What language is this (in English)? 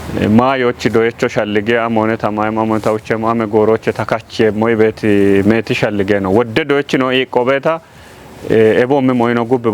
Kafa